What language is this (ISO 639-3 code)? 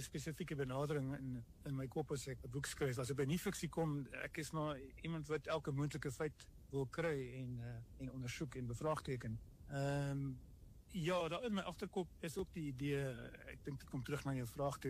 afr